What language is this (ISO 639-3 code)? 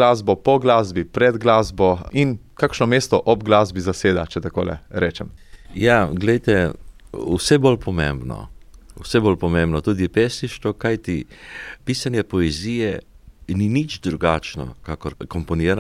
slv